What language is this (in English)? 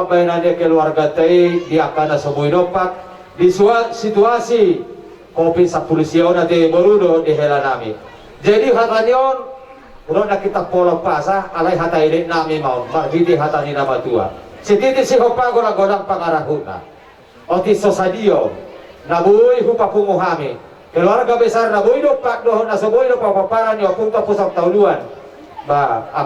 Batak Toba